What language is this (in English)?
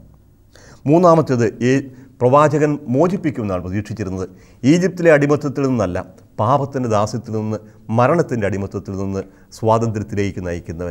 Malayalam